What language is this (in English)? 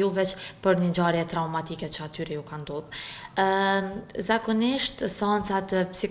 Albanian